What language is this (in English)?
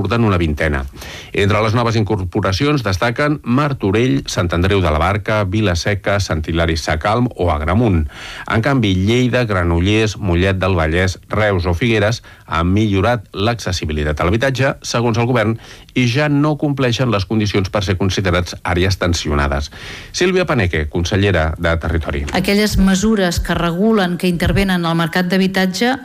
Catalan